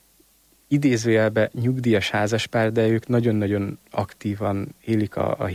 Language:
Hungarian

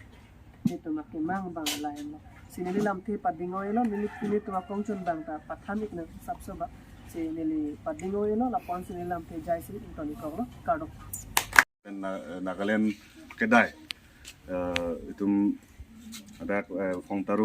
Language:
Karbi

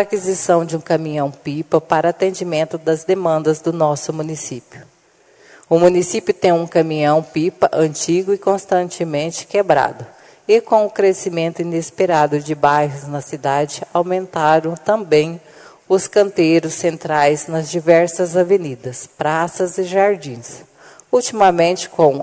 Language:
Portuguese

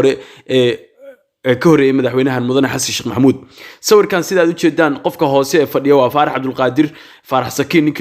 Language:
Somali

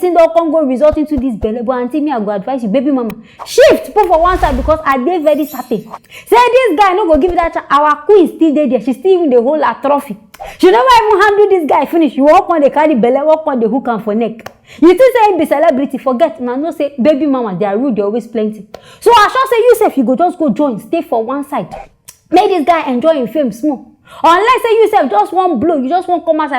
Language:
Nigerian Pidgin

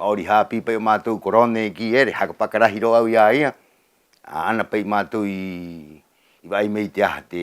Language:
Rapanui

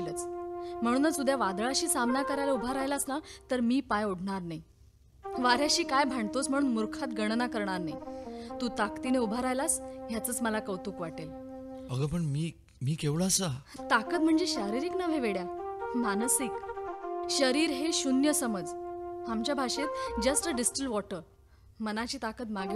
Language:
Marathi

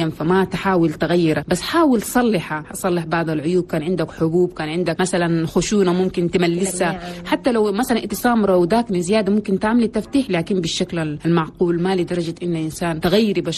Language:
Chadian Arabic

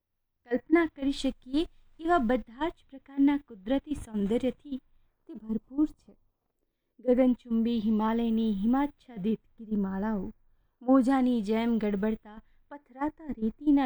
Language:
Gujarati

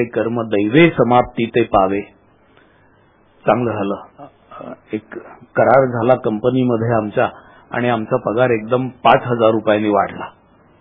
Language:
Marathi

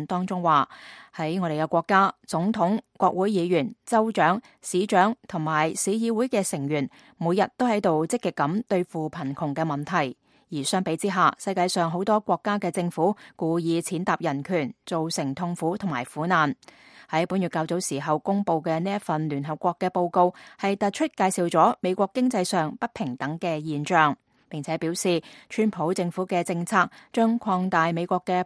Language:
Cantonese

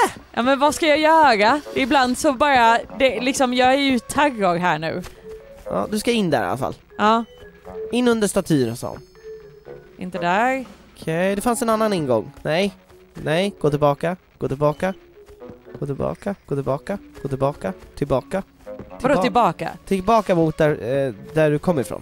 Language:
Swedish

